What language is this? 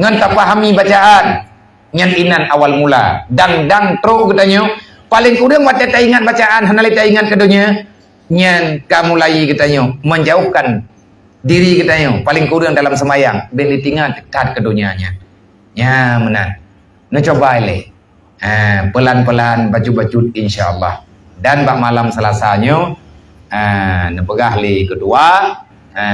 Achinese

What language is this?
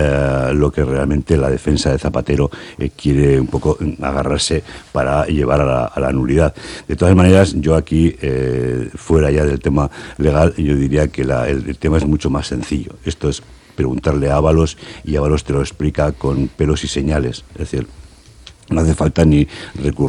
Spanish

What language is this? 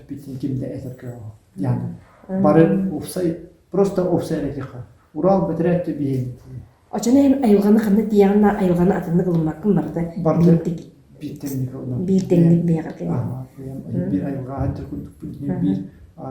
Yakut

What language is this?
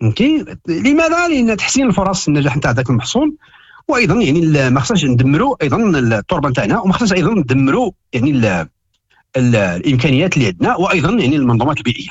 Moroccan Arabic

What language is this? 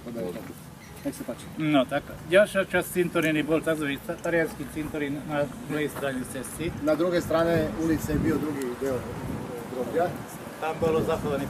Slovak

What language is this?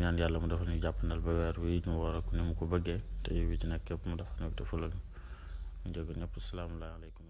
Wolof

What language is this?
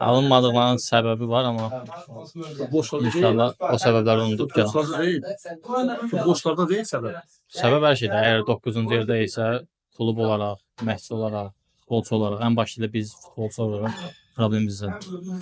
Azerbaijani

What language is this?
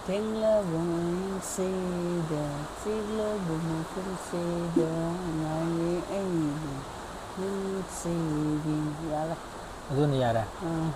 Manipuri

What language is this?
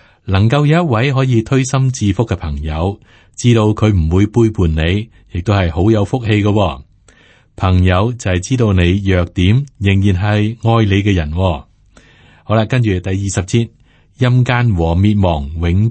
Cantonese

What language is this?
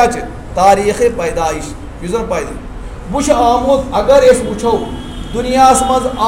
Kashmiri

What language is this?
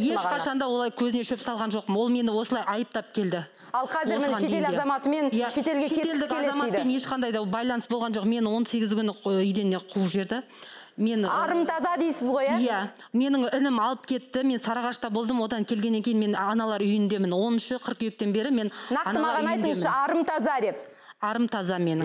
Kazakh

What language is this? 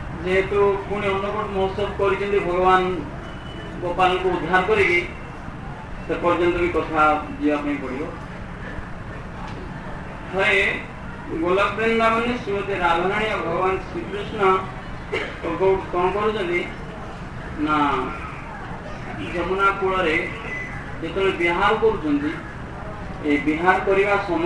Odia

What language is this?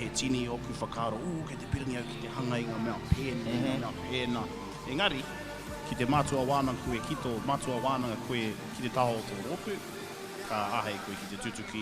Māori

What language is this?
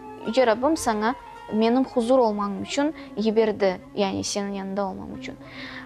Crimean Tatar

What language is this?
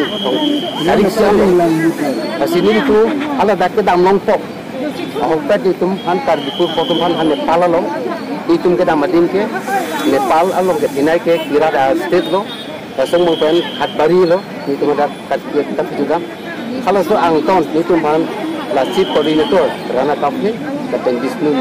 Karbi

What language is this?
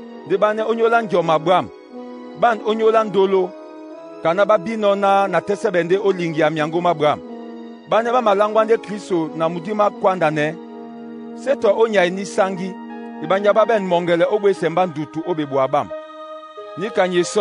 Duala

